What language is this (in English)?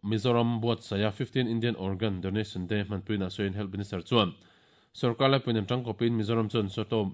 Mizo